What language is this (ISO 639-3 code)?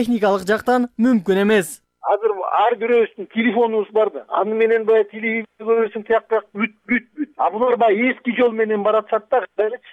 kir